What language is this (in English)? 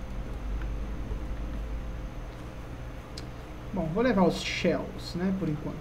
Portuguese